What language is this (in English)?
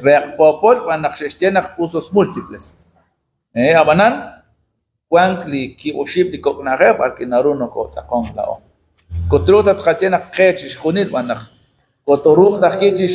Kekchí